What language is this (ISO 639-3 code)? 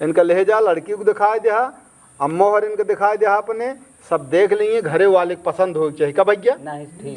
awa